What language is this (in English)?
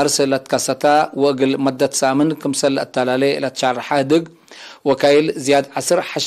Tigre